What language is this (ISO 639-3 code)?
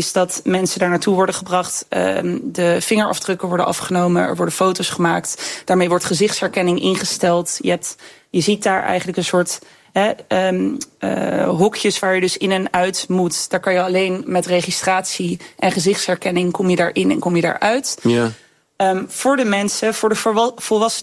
nld